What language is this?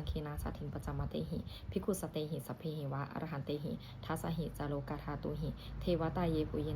Pali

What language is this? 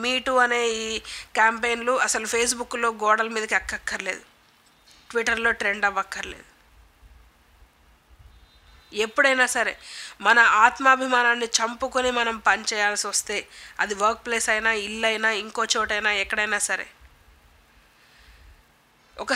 Telugu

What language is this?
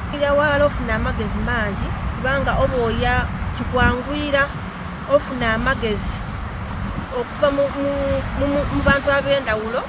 Soga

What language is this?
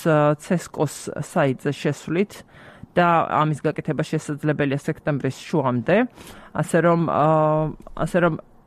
Georgian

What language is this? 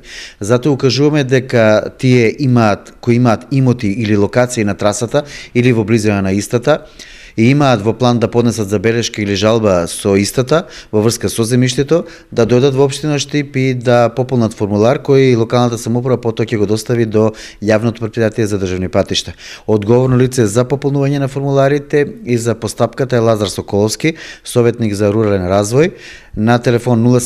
Macedonian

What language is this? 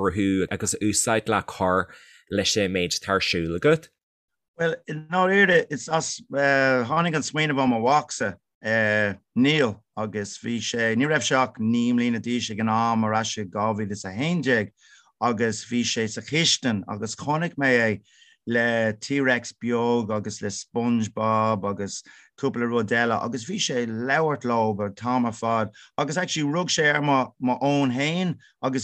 Irish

